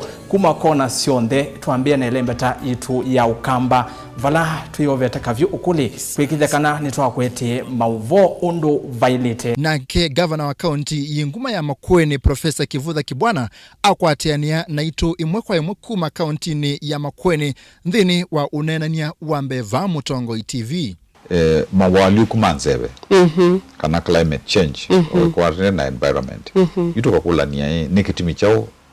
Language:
Kamba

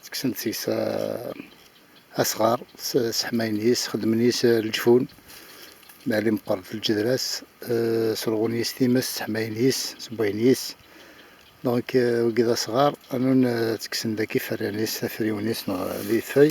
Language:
Kabyle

